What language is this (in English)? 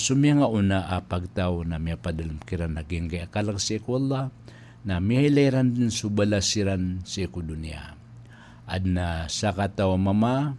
Maranao